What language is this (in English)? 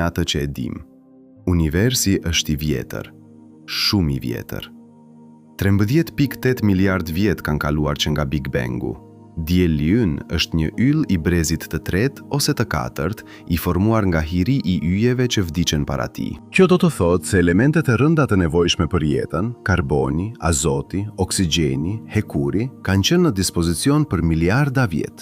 Albanian